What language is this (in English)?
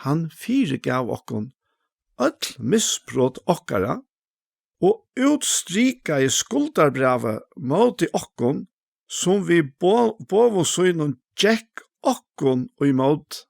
Faroese